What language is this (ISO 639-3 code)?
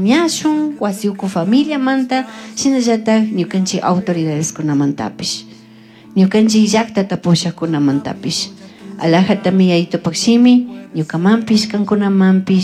qug